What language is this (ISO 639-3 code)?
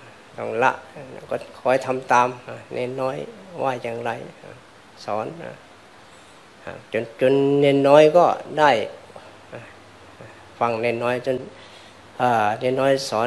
tha